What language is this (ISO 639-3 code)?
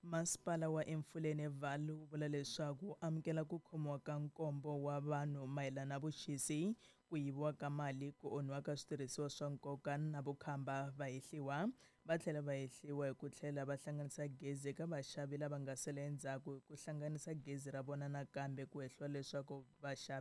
tso